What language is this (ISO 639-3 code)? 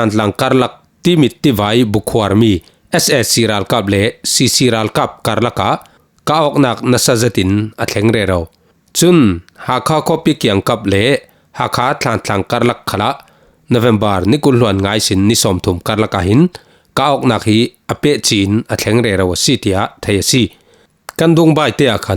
cfm